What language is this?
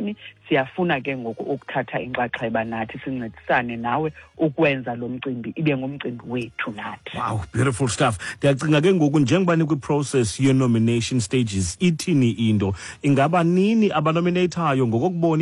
Xhosa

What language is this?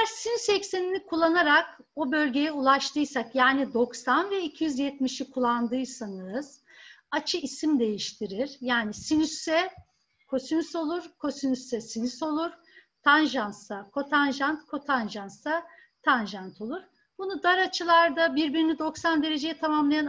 Turkish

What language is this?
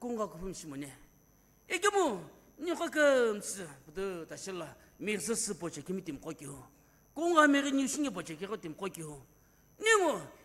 Sumi Naga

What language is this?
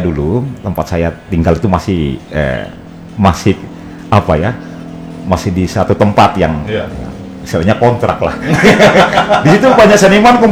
Indonesian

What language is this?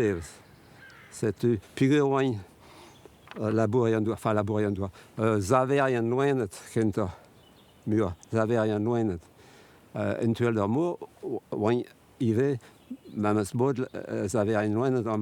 Breton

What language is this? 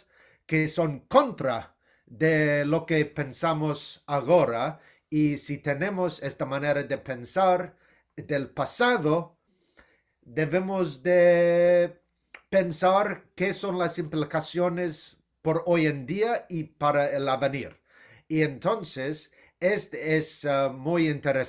Ladino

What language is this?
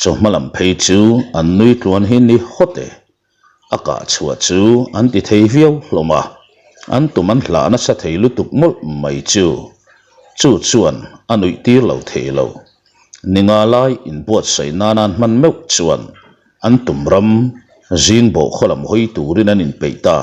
Mizo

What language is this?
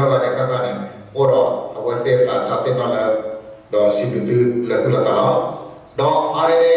S'gaw Karen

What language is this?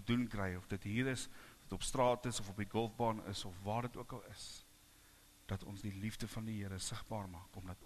Afrikaans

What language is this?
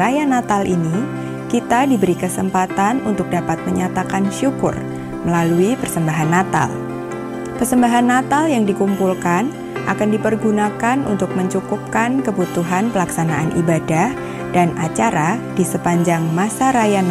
Indonesian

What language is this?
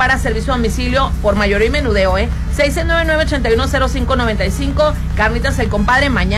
Spanish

